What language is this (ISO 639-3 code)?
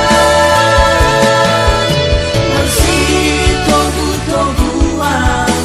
bbc